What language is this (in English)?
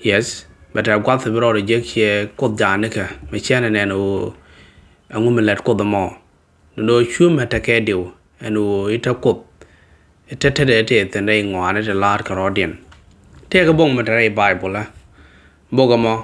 Nuer